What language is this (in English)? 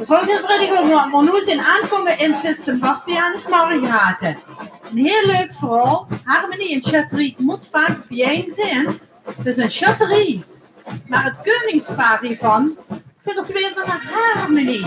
Limburgish